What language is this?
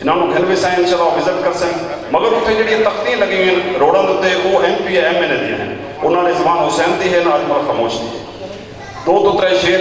Saraiki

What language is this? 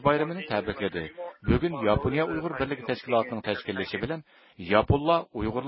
Uyghur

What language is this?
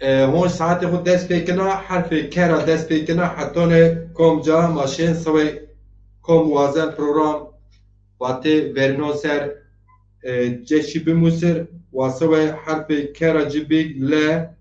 Zaza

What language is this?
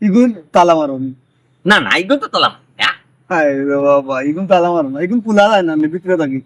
Sylheti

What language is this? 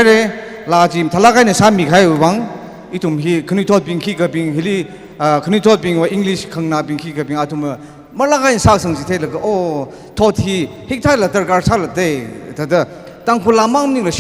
Tangkhul Naga (India)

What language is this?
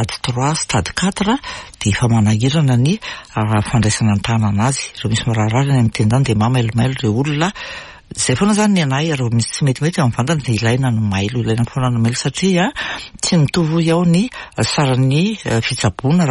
Malagasy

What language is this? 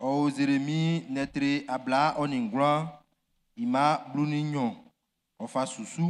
Baoulé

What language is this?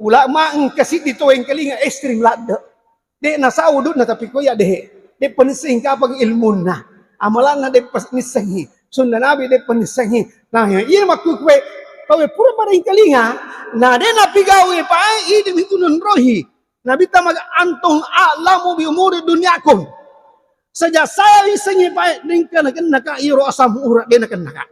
Buginese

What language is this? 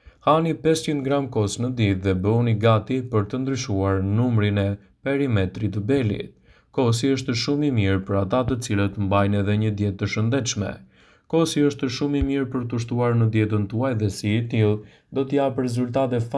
Albanian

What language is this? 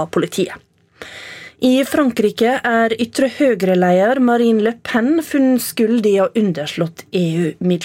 Norwegian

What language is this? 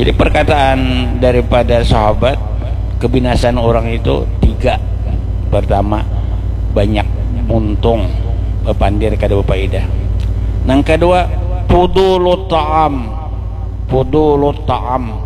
Banjar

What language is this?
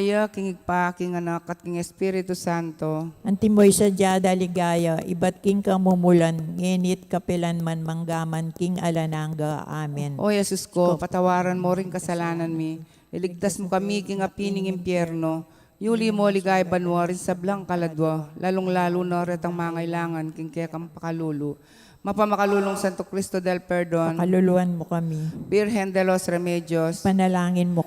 Pampanga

